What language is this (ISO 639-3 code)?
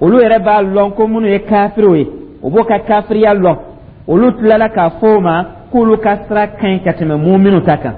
dyu